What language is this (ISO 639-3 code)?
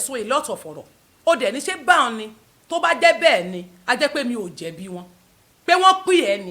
yor